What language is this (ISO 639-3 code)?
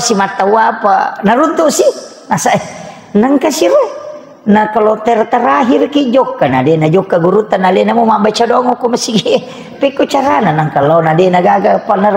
bug